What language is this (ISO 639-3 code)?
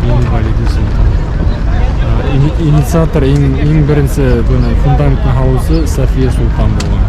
bak